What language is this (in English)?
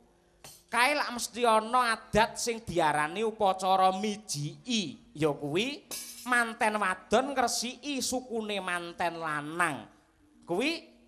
Javanese